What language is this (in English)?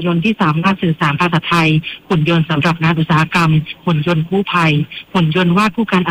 Thai